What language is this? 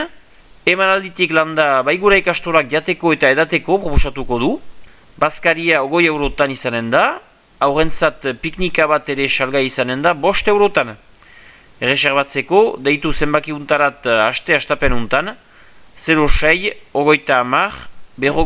Basque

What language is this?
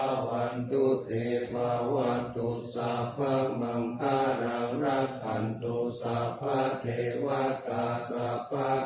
Pali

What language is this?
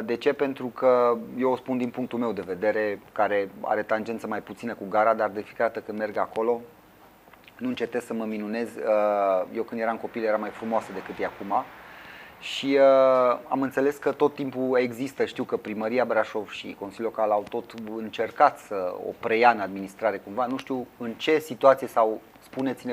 Romanian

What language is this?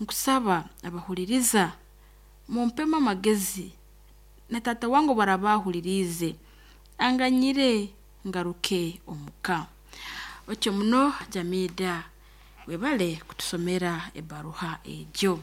Nyankole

